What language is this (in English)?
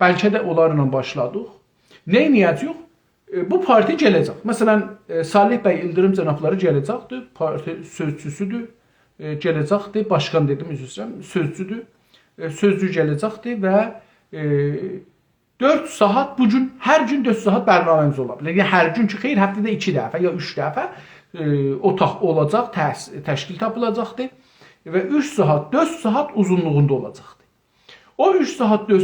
South Azerbaijani